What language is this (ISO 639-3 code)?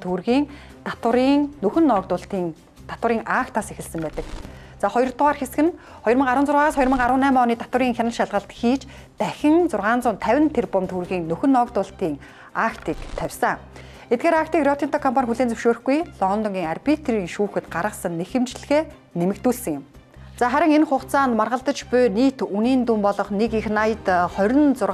mon